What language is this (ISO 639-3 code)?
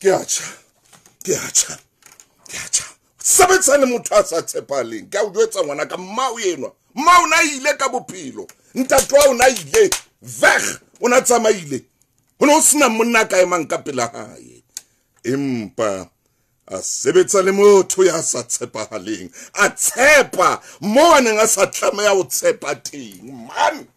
sot